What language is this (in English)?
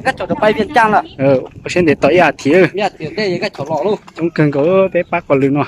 Hmong